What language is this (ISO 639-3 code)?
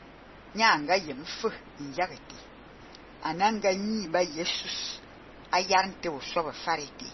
fan